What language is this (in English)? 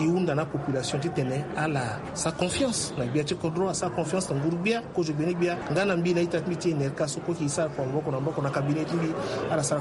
Sango